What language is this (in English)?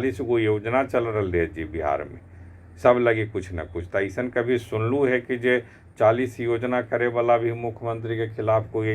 Magahi